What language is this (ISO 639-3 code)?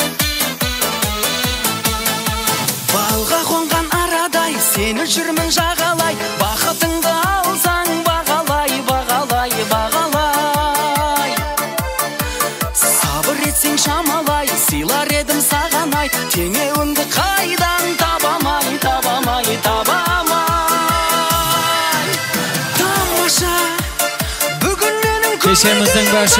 kaa